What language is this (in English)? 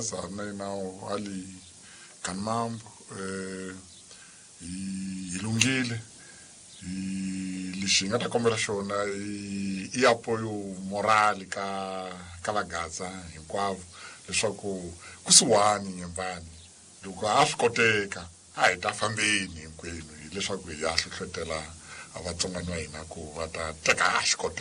Tsonga